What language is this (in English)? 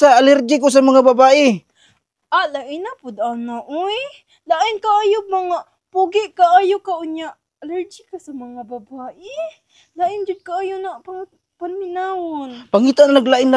Cebuano